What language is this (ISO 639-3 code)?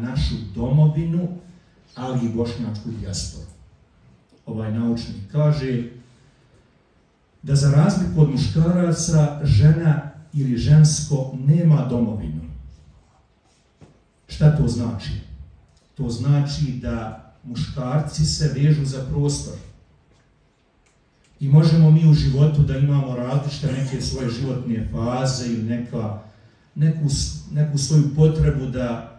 bos